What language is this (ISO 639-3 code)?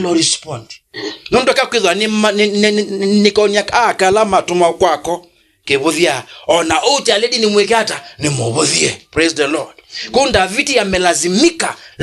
kam